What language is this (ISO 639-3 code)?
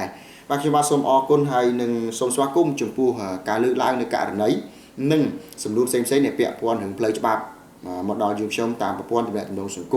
khm